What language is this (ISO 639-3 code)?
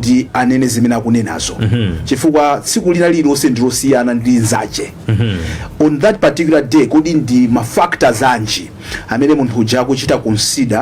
nya